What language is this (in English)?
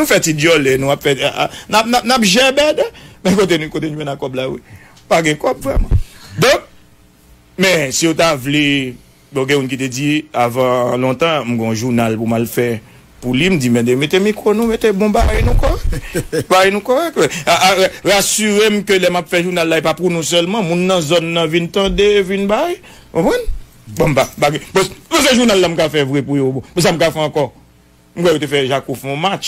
Haitian Creole